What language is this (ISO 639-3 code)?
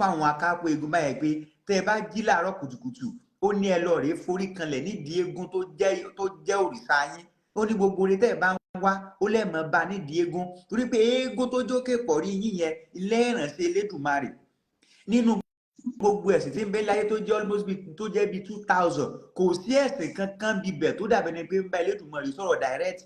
yor